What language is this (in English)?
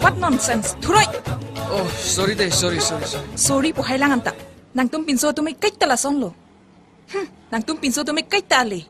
Karbi